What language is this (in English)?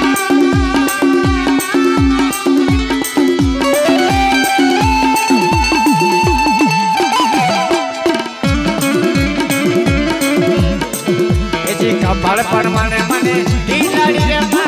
Gujarati